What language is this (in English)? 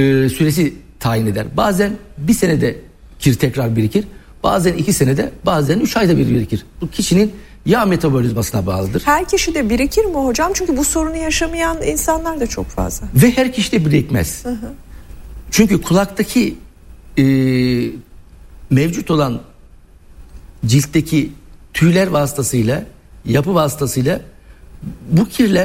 Turkish